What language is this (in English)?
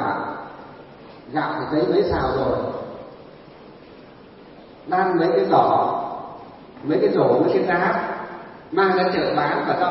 Vietnamese